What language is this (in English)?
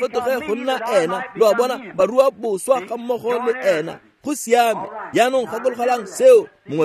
Tswana